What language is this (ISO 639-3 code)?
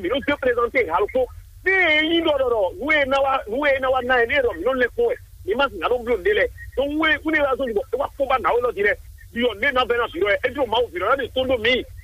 fon